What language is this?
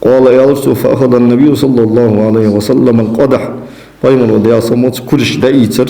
Ingush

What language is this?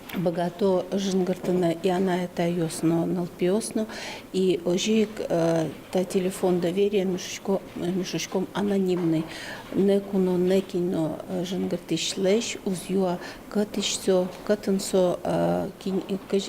Udmurt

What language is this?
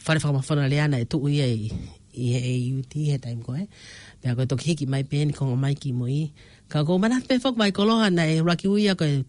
Tongan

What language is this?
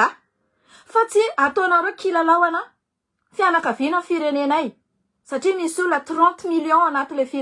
Malagasy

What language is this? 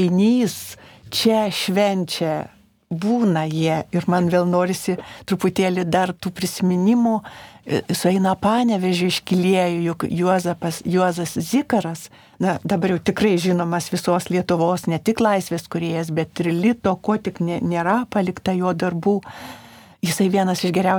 Lithuanian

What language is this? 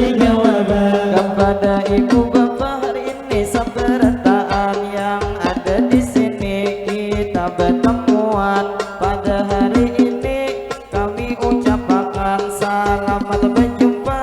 Banjar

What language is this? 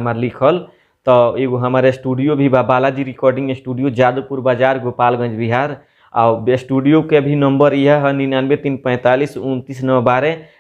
Bhojpuri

